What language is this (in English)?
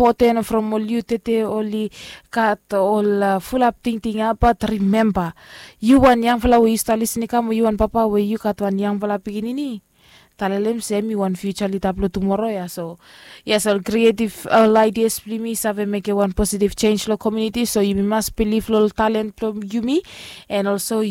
Bislama